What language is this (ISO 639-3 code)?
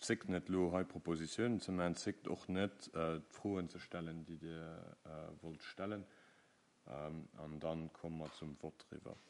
ltz